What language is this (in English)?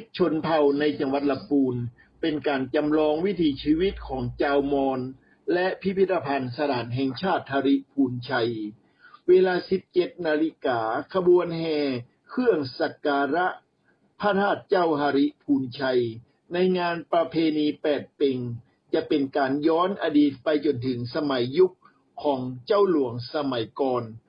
Thai